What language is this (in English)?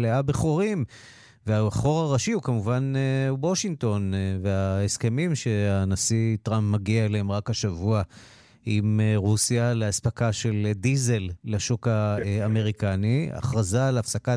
Hebrew